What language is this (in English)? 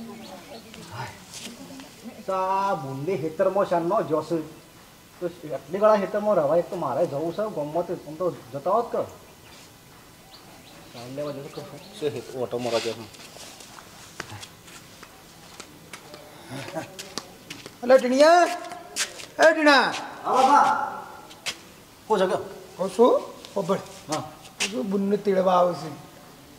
Gujarati